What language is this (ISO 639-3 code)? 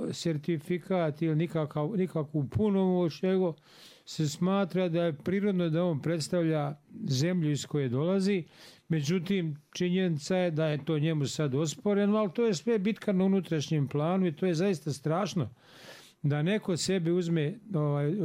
bos